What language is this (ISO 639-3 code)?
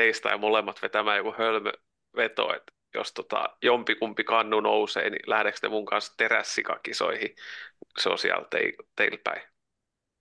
fin